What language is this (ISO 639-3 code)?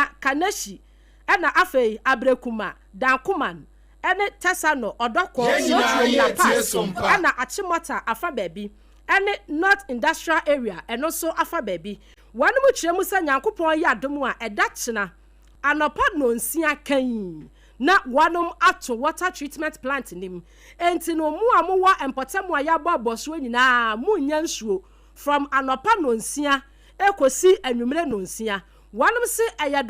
aka